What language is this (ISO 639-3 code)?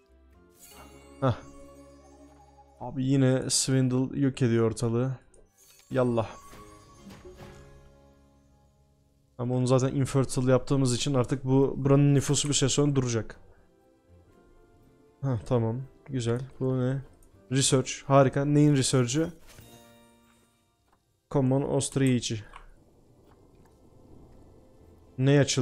tur